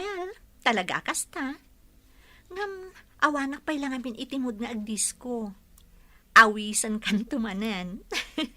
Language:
Iloko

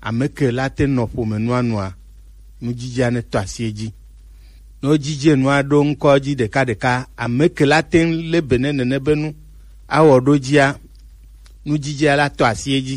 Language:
Gen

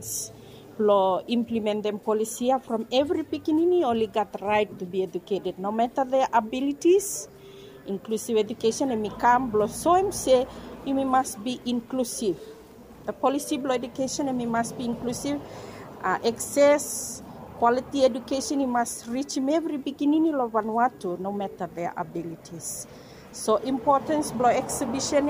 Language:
Bislama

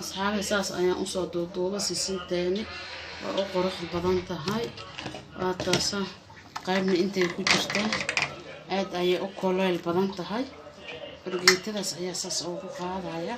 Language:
Somali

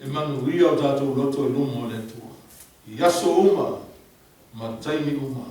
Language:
Samoan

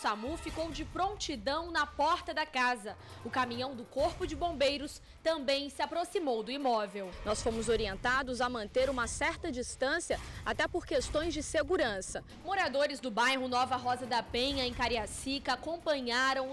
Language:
Portuguese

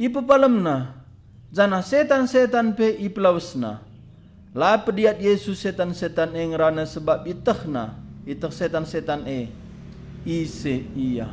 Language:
Batak Karo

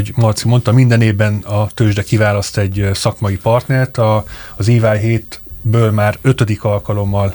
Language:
Hungarian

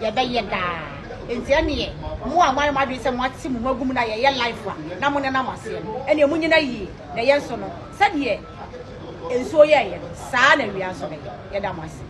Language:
Akan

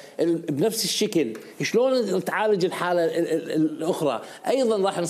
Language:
Mesopotamian Arabic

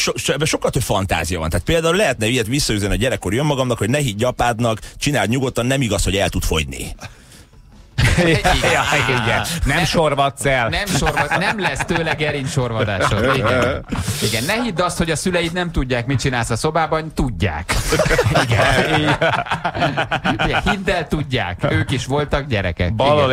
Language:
Hungarian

